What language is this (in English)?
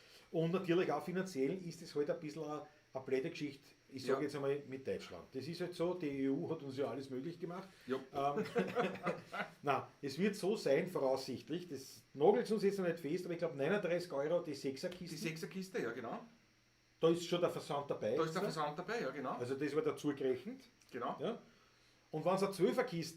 Bavarian